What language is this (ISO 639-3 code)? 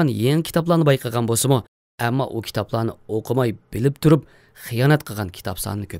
uig